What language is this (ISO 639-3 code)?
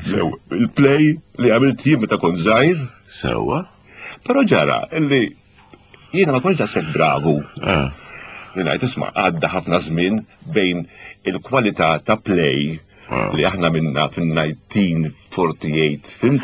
mlt